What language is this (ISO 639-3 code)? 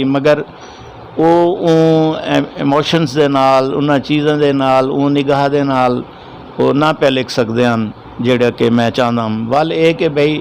lah